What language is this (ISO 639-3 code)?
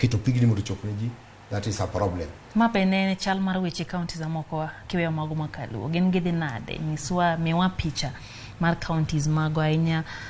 luo